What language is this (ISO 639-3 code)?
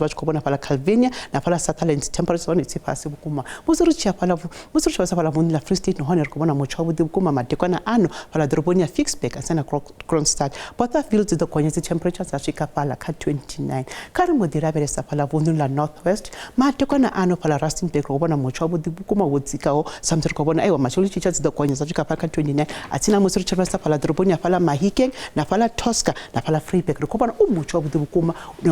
ven